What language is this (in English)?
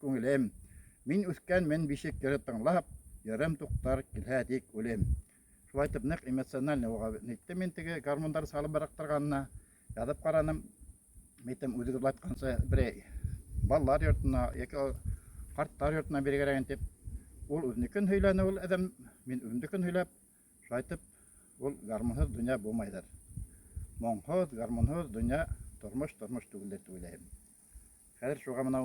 Bashkir